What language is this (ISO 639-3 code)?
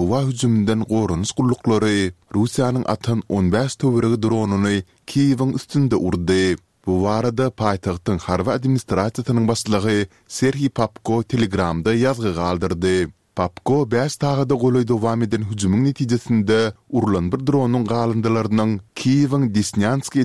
tuk